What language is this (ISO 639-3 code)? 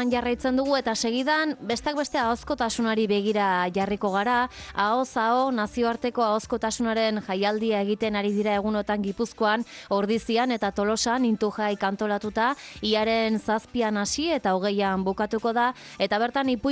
eus